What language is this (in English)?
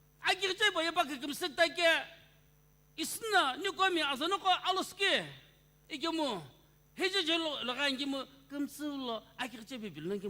Sumi Naga